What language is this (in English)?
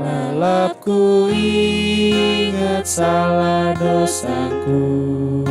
Batak Karo